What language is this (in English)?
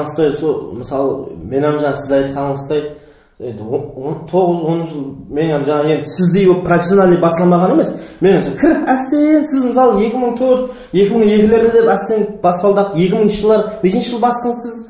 Kara-Kalpak